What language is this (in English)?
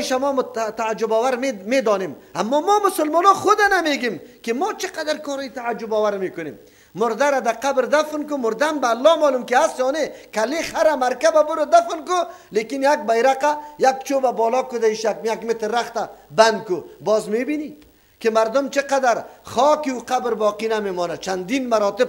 Persian